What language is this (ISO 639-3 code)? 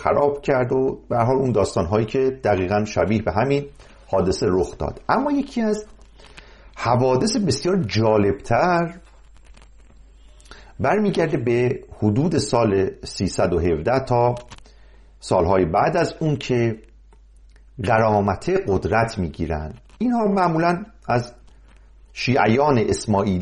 fas